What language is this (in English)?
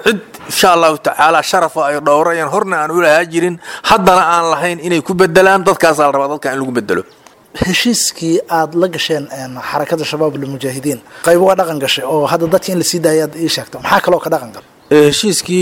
Somali